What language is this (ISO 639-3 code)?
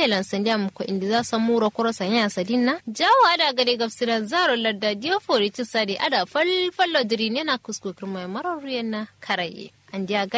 kau